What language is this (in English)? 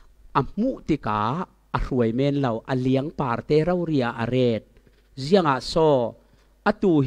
Falam Chin